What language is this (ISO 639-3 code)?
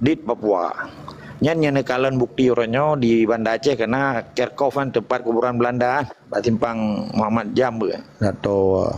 ace